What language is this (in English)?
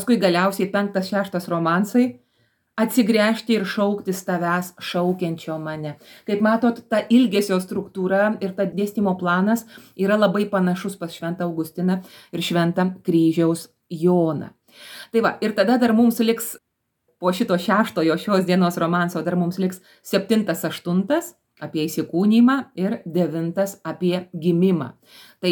Lithuanian